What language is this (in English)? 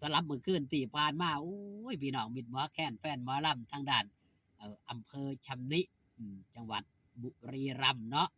Northeastern Thai